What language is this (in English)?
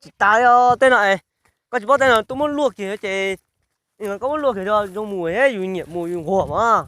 Hmong